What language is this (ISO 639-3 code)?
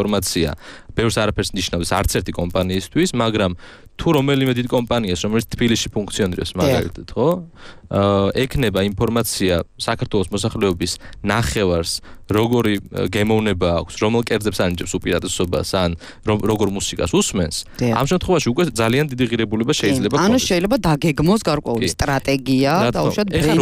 kat